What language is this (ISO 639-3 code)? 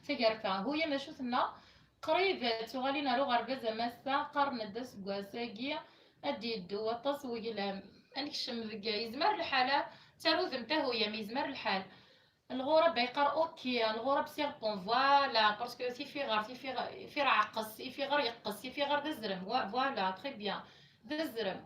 kab